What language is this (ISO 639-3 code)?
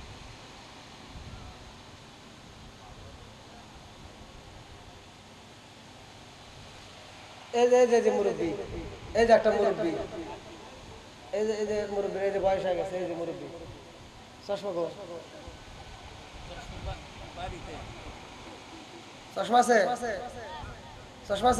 ben